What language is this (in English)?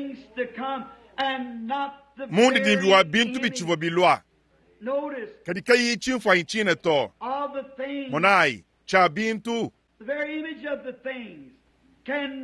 Luba-Lulua